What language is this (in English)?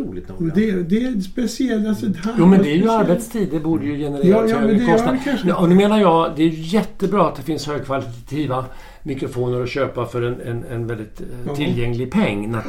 Swedish